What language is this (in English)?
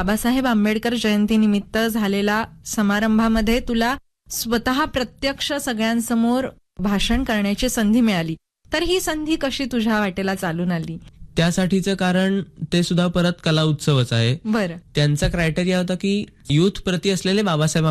Marathi